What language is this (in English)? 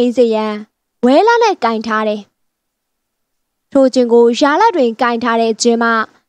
Burmese